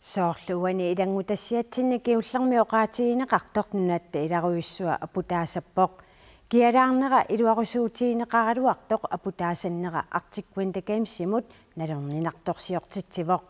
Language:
Kalaallisut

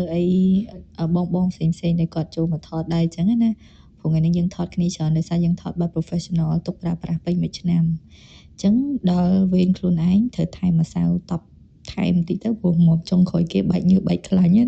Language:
Khmer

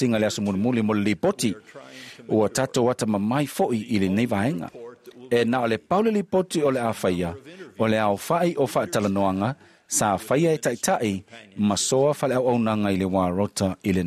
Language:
Samoan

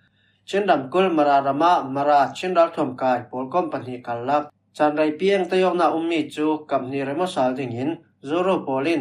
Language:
Falam Chin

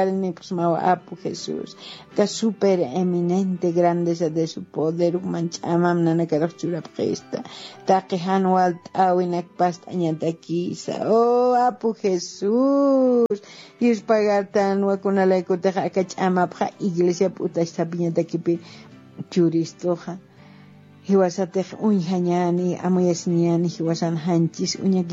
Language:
Aymara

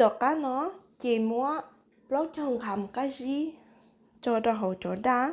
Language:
Hmong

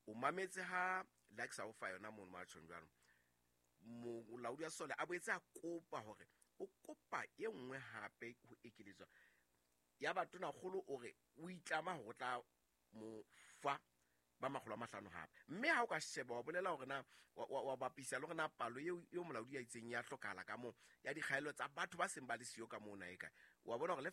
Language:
Southern Sotho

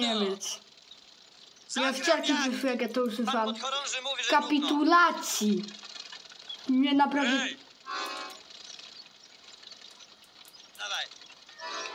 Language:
Polish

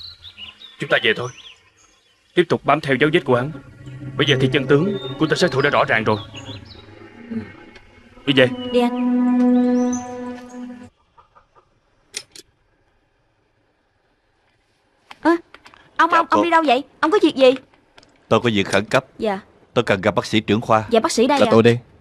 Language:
Vietnamese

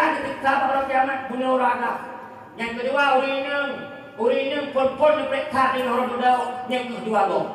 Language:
Achinese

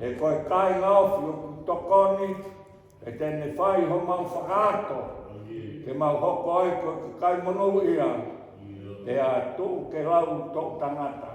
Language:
Tongan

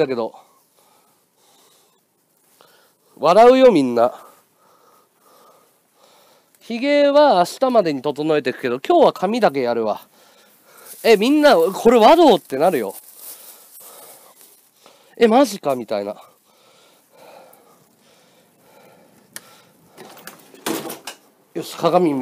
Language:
Japanese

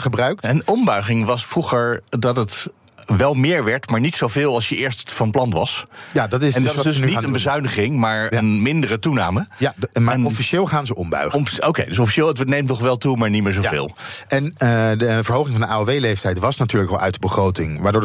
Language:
Dutch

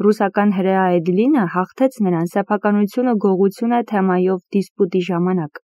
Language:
Armenian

